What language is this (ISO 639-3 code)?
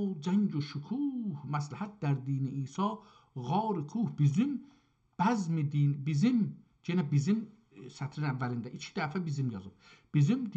azb